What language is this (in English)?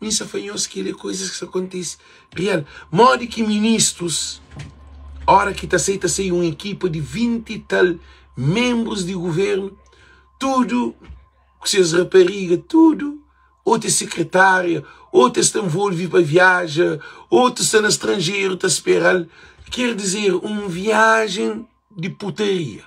Kabuverdianu